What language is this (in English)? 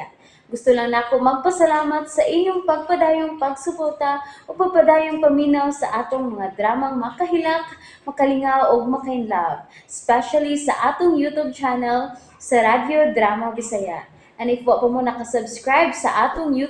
Cebuano